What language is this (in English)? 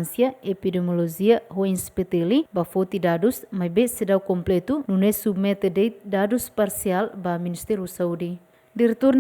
Tetum